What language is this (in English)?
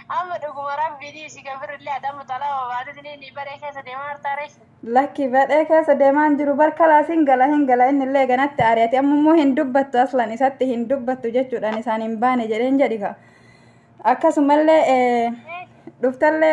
Oromo